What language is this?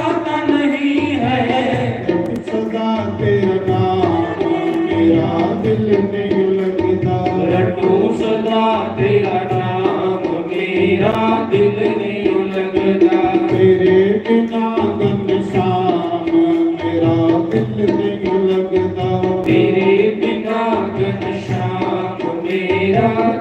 Dogri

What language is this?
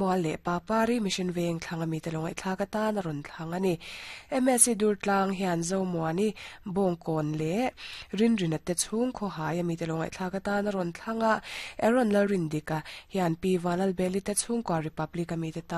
Mizo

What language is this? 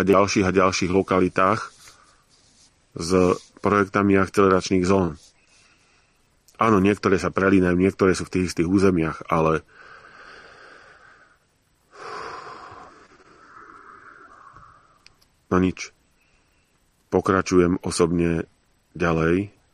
Slovak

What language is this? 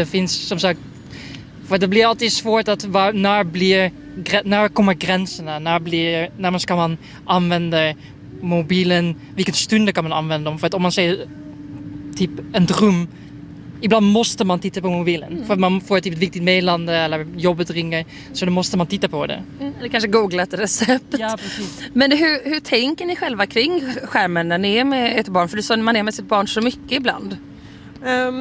Swedish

